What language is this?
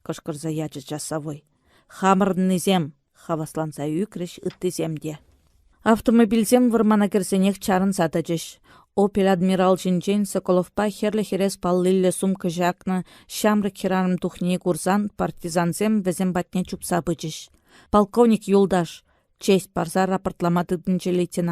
Chuvash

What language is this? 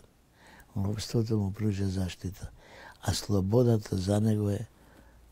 Macedonian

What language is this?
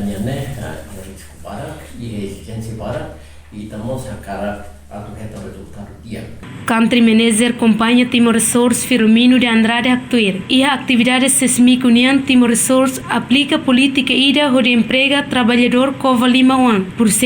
Tetum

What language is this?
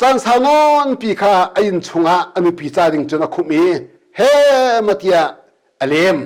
Hakha Chin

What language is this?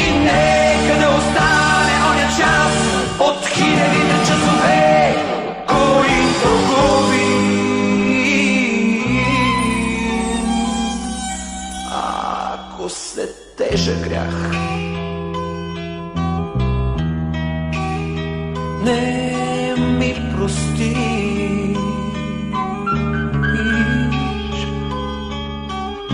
Bulgarian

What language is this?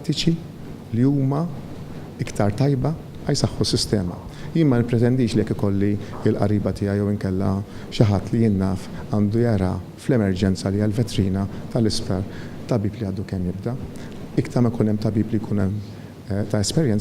Maltese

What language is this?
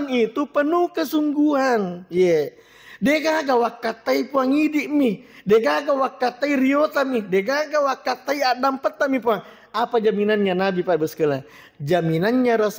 Buginese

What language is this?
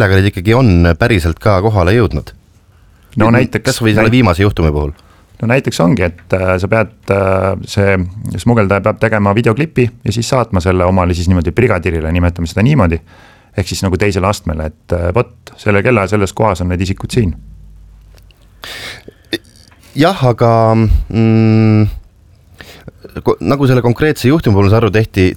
Estonian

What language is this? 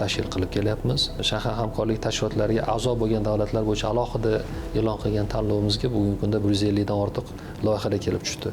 Uzbek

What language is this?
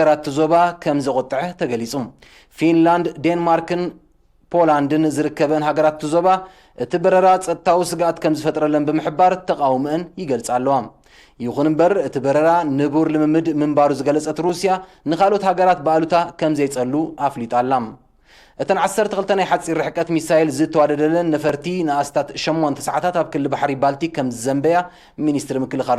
Tigrinya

